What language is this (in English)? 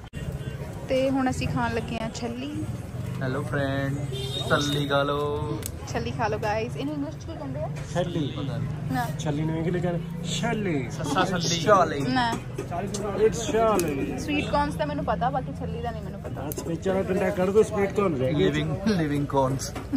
Punjabi